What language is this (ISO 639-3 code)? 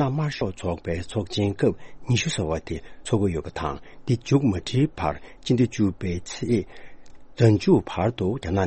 bod